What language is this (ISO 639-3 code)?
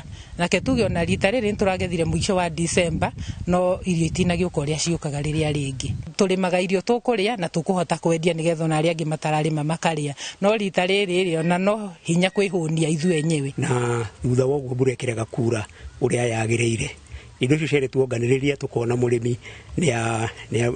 kik